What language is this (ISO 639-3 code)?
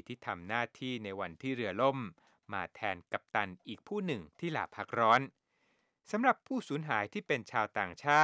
tha